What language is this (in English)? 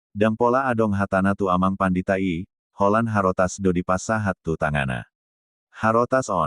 Batak Toba